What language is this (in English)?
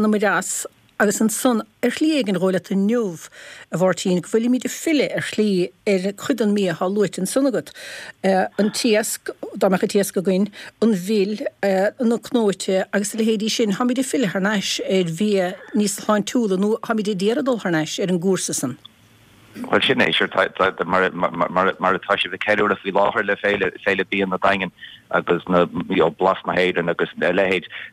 Irish